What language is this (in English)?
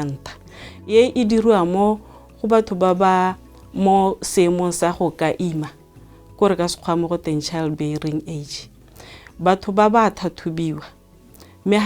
Tswana